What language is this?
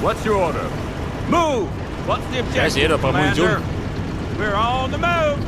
Bavarian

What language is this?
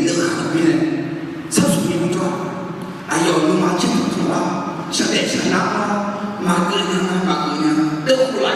Akha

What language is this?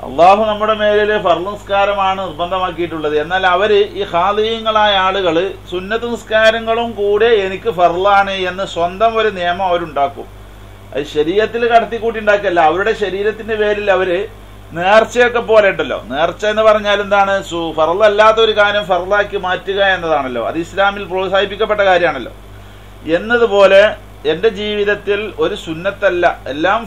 Malayalam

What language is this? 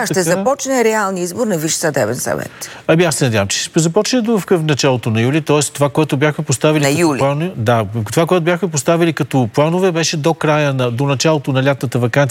Bulgarian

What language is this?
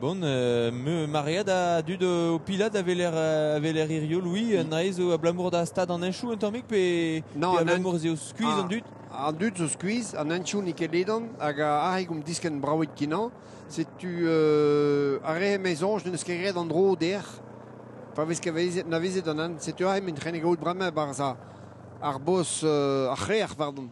Breton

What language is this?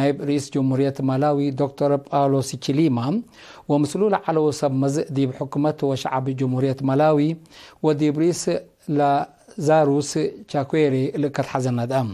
Tigre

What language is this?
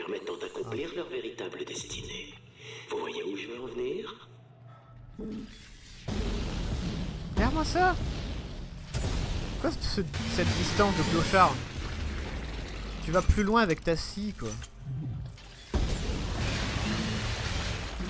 French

